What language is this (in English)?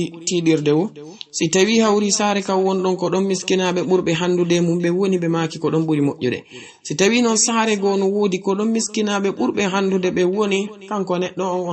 Fula